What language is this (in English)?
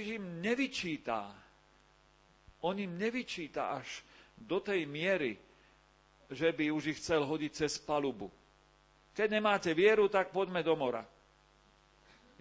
Slovak